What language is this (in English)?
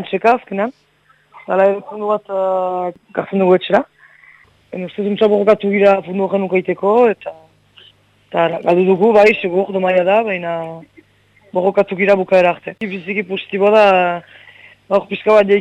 Basque